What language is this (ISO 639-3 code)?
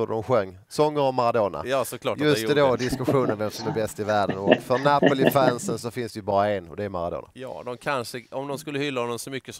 swe